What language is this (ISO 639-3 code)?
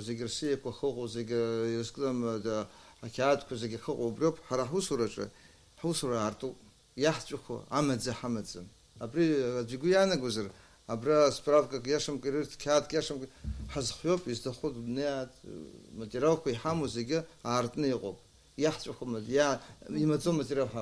abk